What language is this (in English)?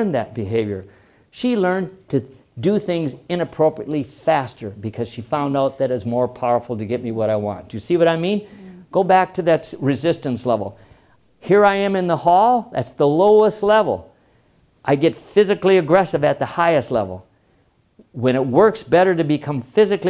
English